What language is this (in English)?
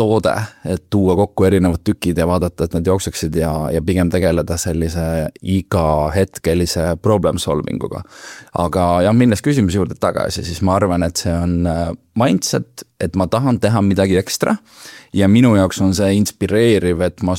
Estonian